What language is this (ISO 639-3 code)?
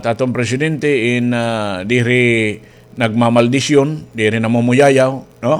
war